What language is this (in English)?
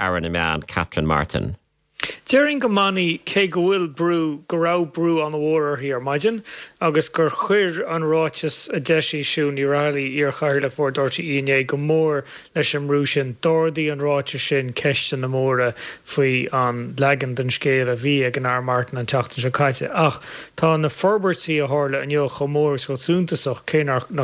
Irish